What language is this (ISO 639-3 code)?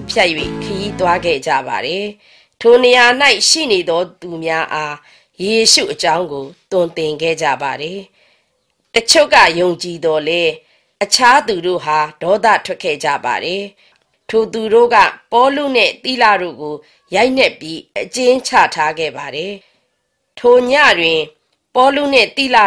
mya